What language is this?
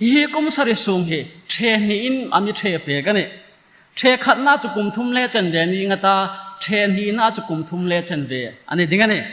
Hmar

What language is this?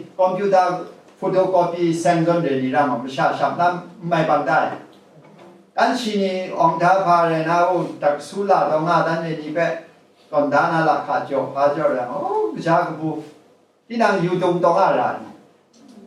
Kachin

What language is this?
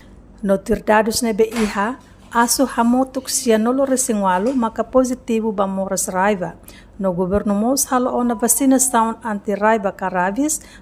Tetum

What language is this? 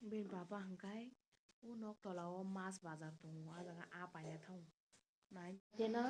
Kok Borok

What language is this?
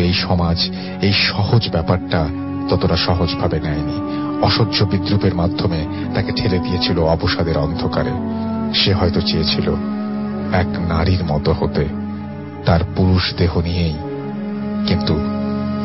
Bangla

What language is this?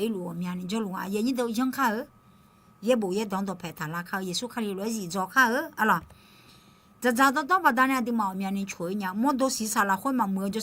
Akha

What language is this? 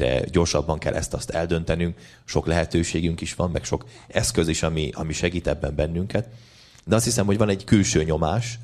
Hungarian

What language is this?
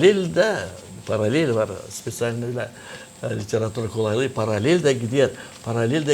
Gagauz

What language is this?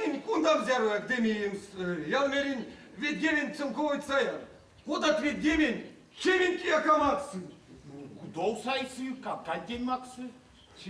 Erzya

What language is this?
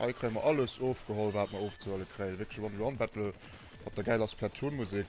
Luxembourgish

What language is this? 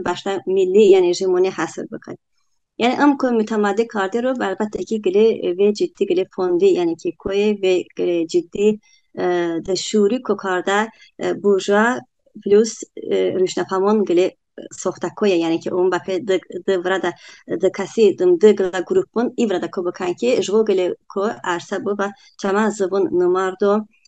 Talysh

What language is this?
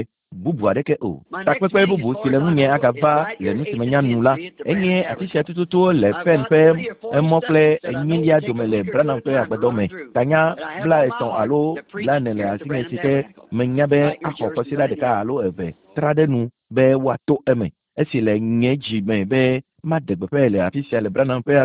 Ewe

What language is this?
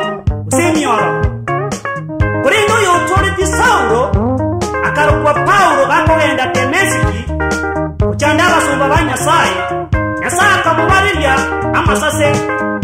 Gusii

